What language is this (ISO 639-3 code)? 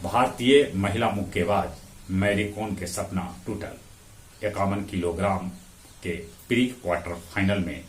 mag